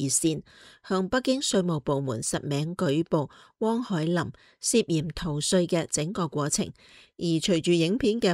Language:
Cantonese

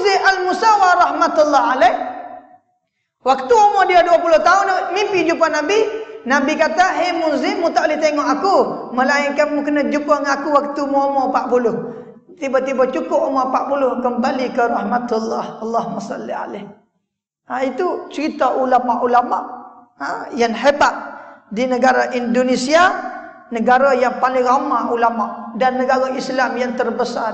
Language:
Malay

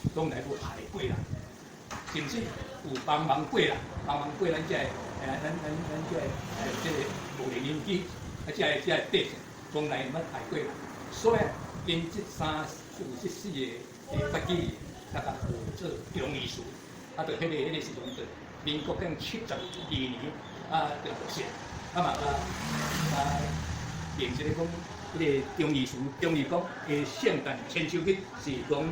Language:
Min Nan Chinese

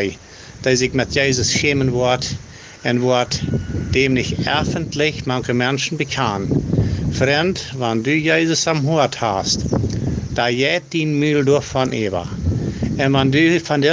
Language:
Plautdietsch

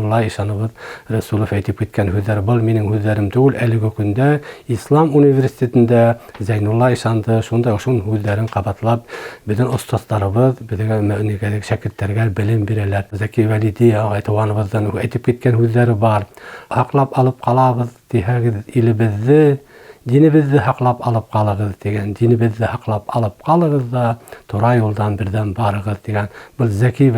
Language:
Bashkir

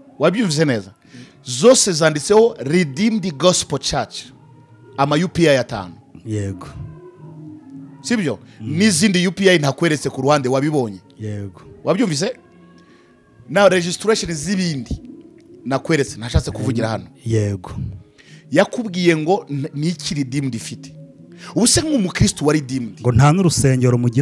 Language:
Kinyarwanda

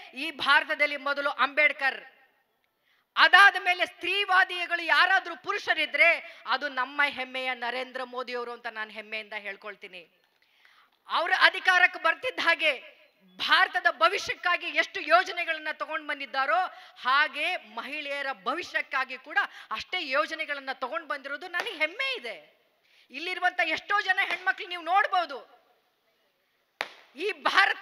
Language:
Kannada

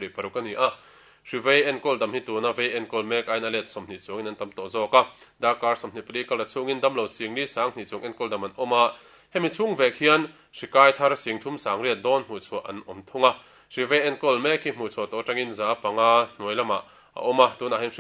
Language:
Mizo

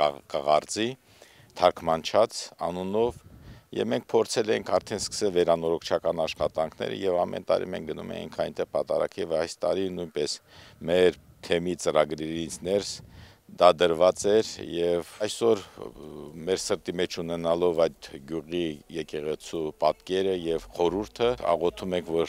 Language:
Armenian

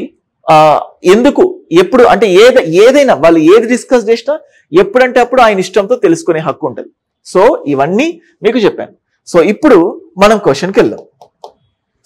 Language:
Telugu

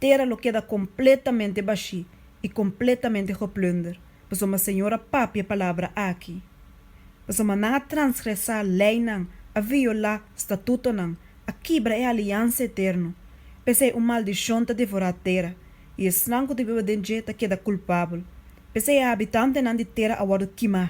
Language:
Papiamento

